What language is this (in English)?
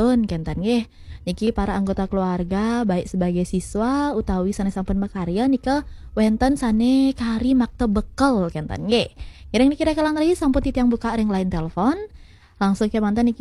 Balinese